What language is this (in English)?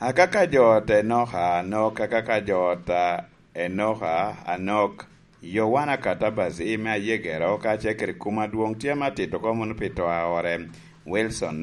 Lango (Uganda)